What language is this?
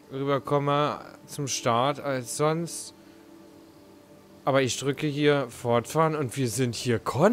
German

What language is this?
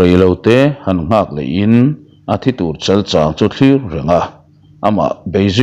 Mizo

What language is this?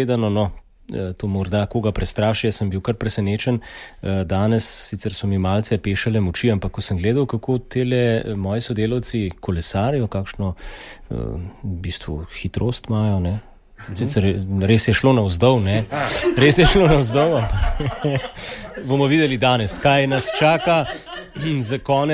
Slovenian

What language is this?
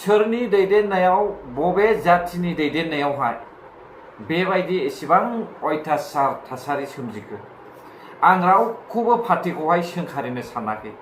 Bodo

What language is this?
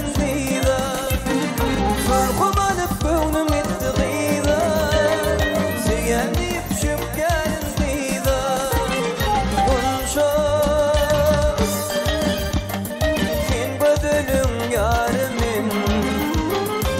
Turkish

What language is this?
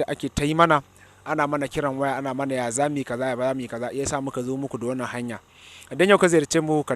Hausa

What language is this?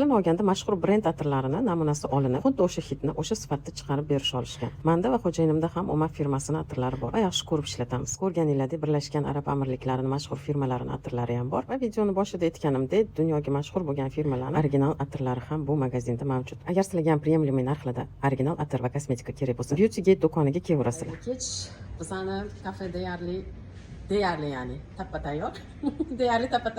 Uzbek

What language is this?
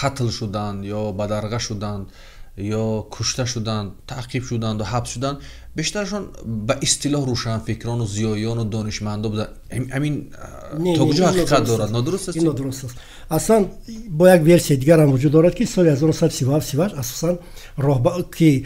Tajik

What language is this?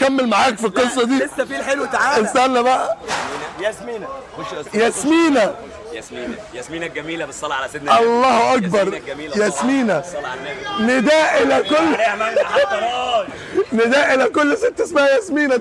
Egyptian Arabic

